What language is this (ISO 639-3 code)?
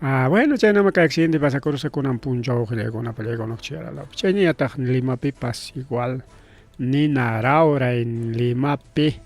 quy